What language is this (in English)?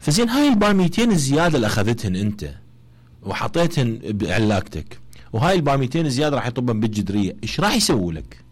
Mesopotamian Arabic